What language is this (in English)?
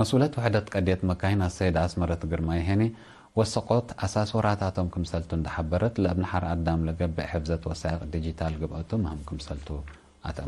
Tigre